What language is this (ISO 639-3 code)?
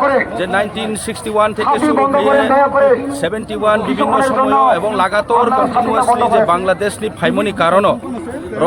ria